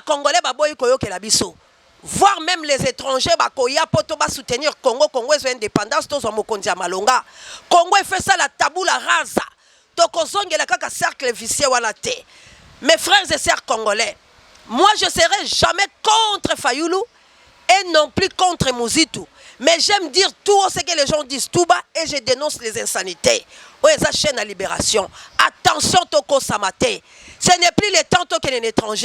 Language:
Lingala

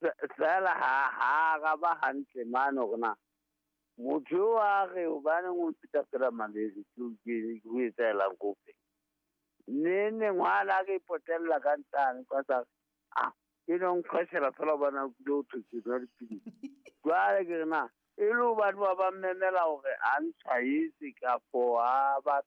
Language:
Southern Sotho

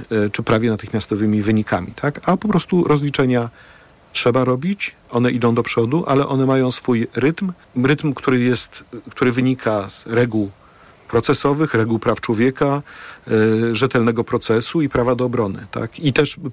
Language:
Polish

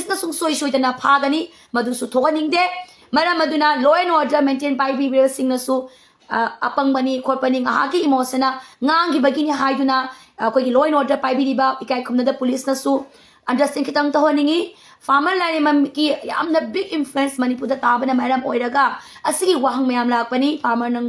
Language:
Manipuri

